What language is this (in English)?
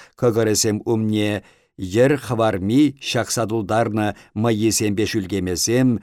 Chuvash